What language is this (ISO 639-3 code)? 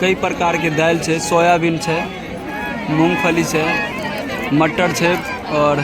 mai